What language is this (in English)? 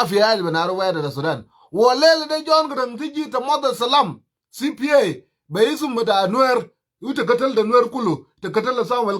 Nuer